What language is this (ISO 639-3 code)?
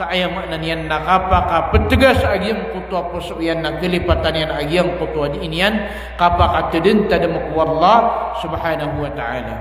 mrw